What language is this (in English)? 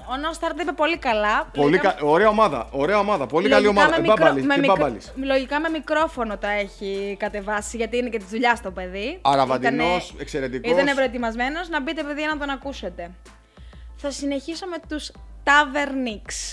Greek